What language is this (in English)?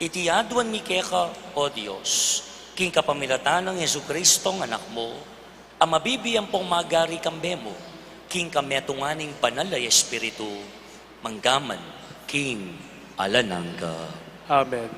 Pampanga